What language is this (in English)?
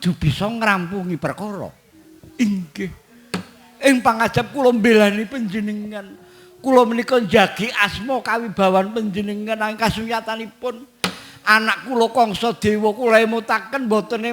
Javanese